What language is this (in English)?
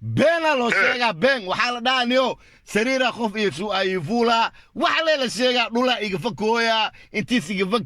Somali